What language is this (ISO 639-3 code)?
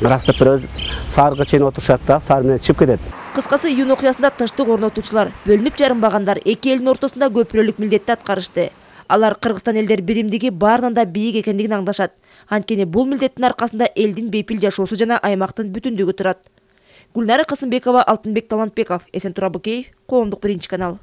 kir